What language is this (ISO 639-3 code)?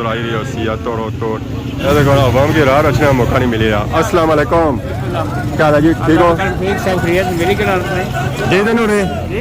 phr